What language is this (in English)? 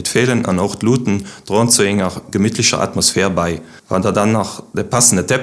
Luxembourgish